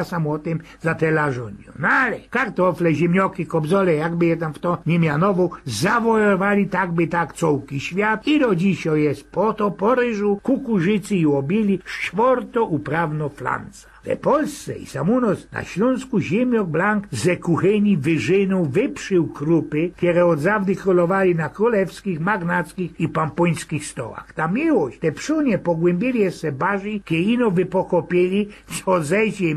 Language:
Silesian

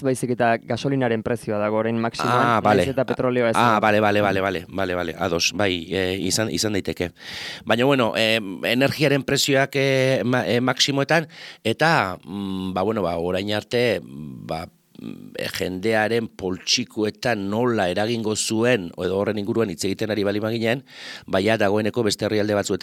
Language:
Basque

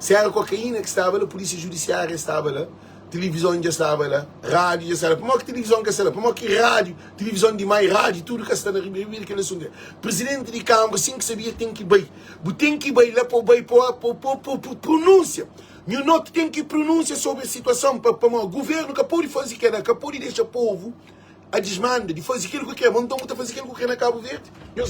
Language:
Kabuverdianu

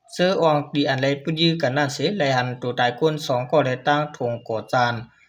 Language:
Shan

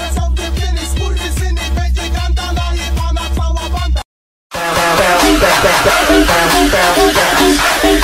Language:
Polish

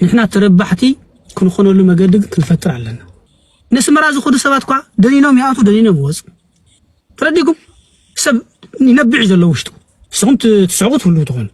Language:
Tigrinya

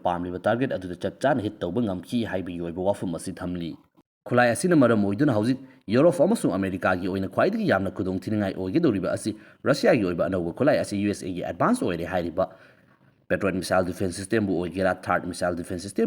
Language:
Manipuri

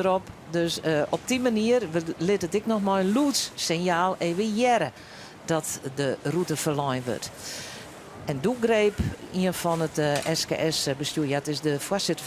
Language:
Western Frisian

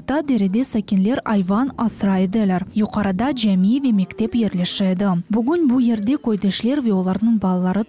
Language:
Crimean Tatar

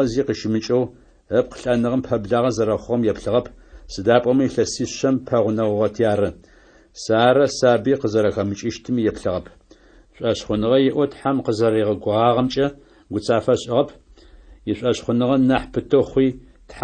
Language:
Adyghe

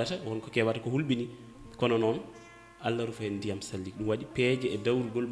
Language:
Fula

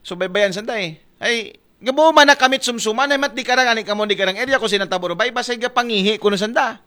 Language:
Aklanon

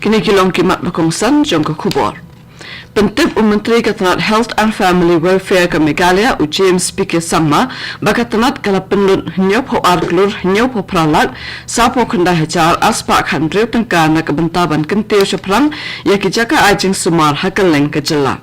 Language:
Khasi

